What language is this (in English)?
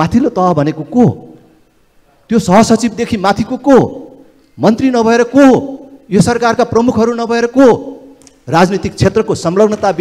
Nepali